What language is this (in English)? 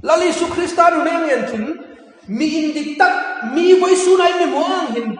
Hmar